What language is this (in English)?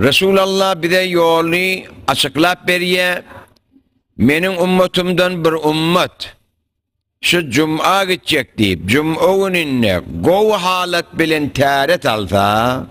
Turkmen